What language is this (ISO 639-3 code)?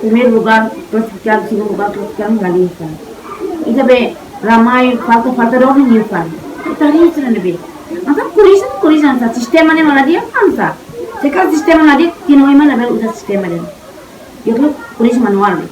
tet